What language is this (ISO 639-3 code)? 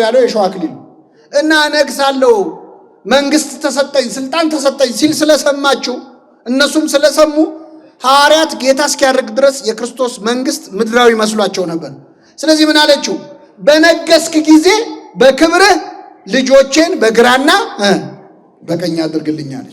amh